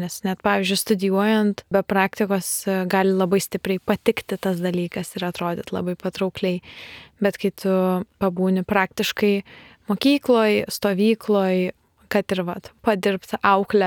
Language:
Lithuanian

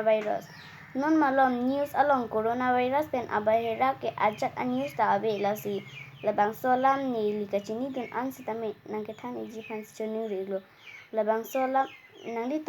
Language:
Karbi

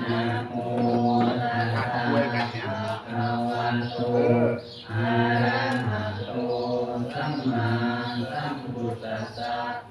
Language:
Pali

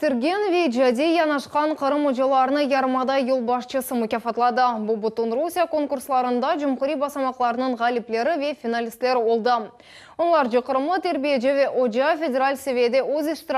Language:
Crimean Tatar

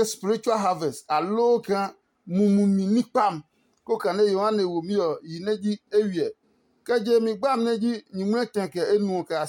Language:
Adangme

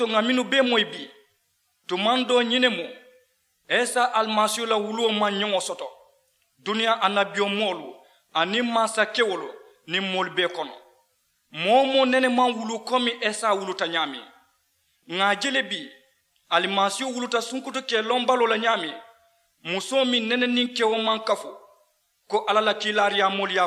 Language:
Mandingo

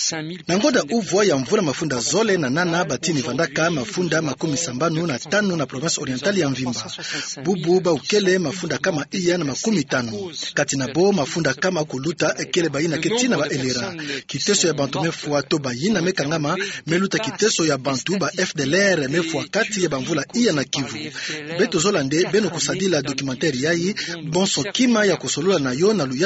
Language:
Kituba (Democratic Republic of Congo)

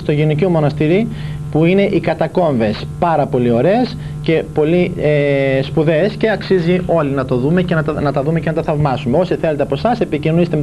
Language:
Greek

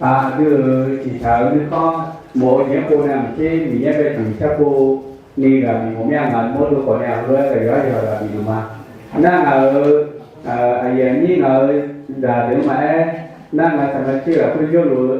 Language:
Akha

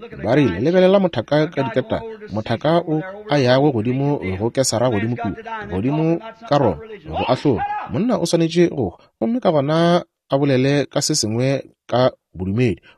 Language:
Northern Sotho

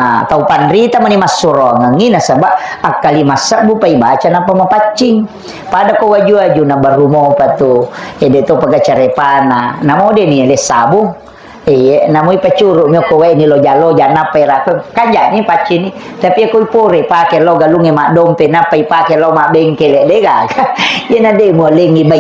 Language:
Buginese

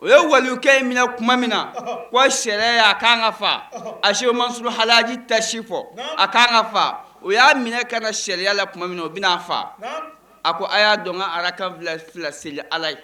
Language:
Bambara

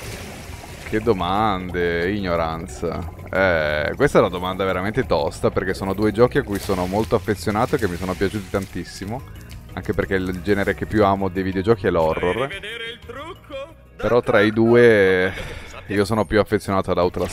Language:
Italian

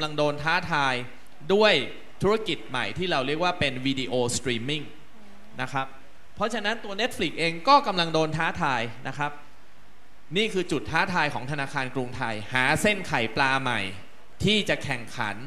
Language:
Thai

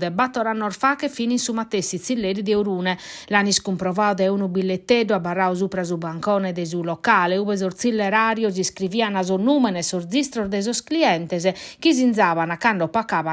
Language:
Sardinian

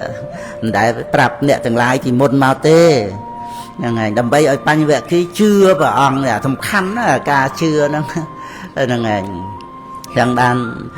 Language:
Khmer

